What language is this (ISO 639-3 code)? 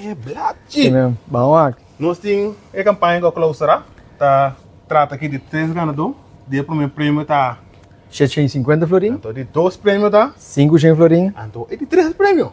pap